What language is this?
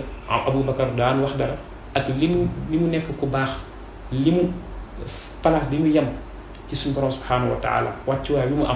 Wolof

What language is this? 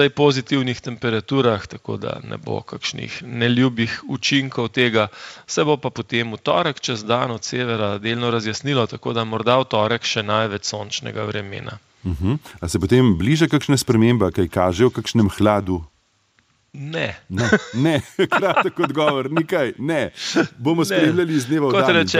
Slovenian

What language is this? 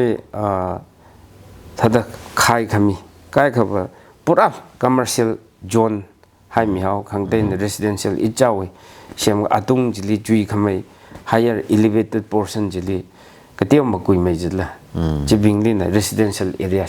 Tangkhul Naga (India)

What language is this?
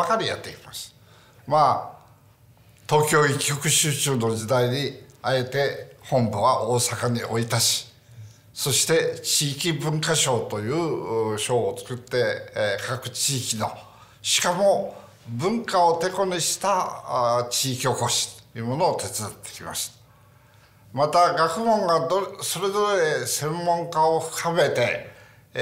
Japanese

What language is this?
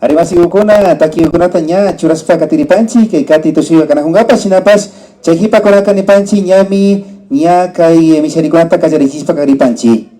Imbabura Highland Quichua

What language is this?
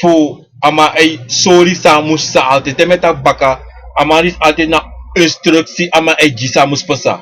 Sranan Tongo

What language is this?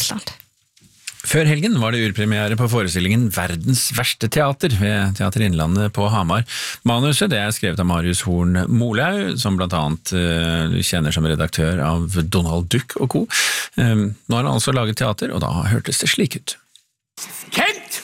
Norwegian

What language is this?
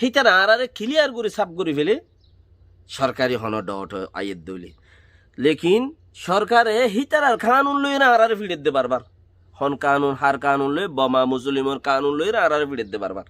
Rohingya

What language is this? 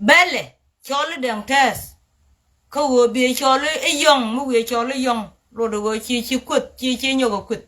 Nuer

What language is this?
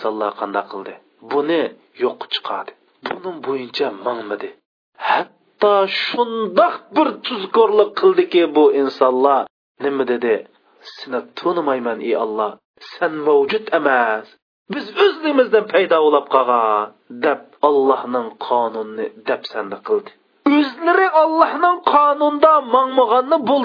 Uyghur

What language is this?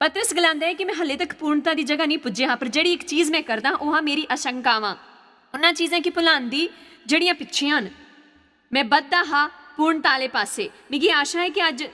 Dogri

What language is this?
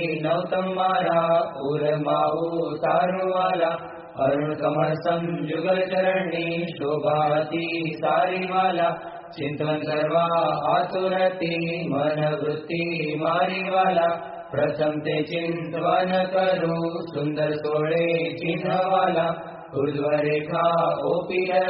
Gujarati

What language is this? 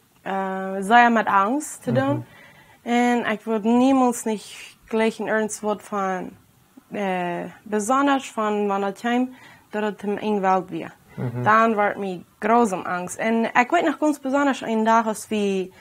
Plautdietsch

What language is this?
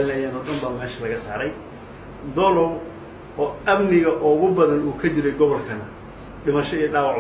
Somali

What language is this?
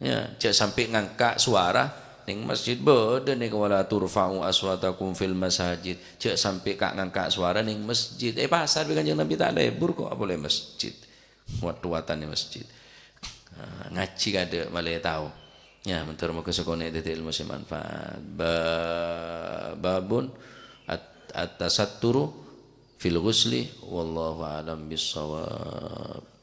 Madurese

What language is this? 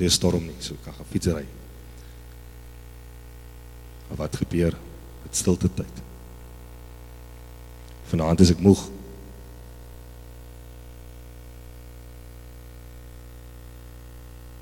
Afrikaans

